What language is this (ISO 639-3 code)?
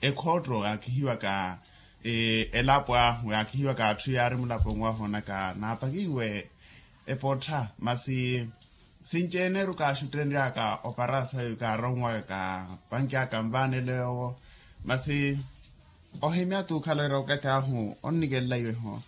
vmw